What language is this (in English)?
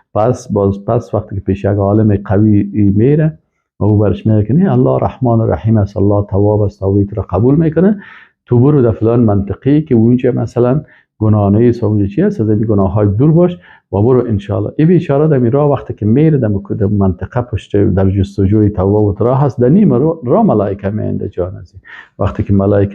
Persian